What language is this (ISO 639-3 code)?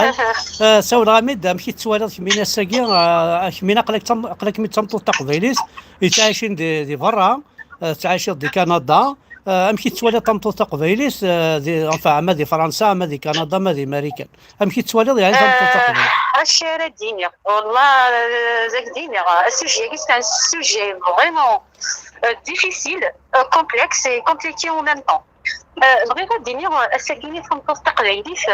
kab